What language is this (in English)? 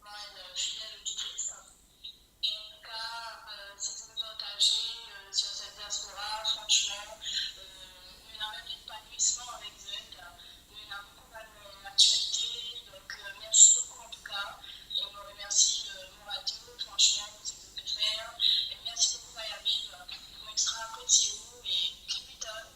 Morisyen